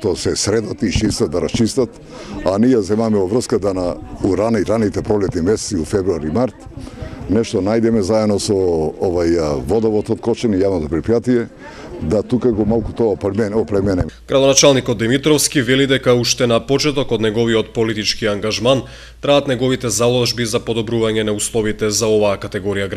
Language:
Macedonian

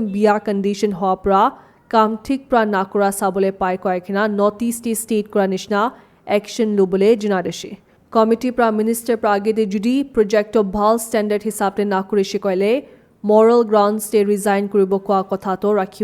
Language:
Naga Pidgin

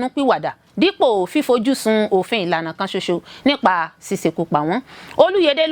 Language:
Yoruba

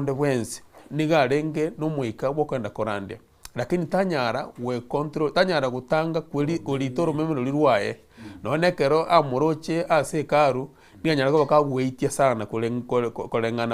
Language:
Gusii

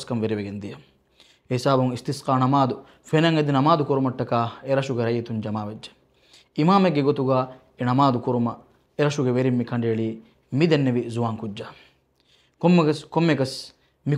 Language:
Divehi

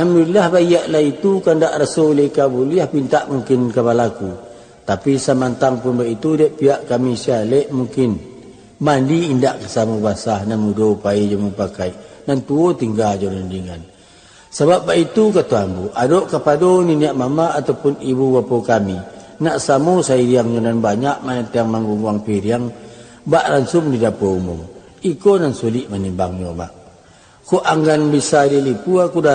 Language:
Minangkabau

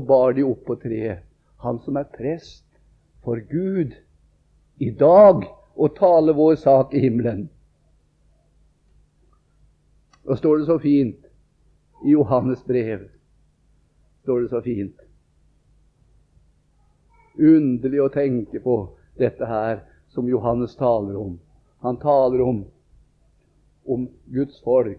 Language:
Norwegian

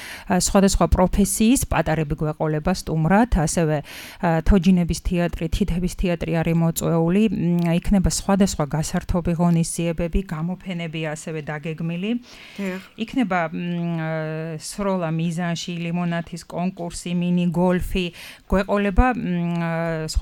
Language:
Georgian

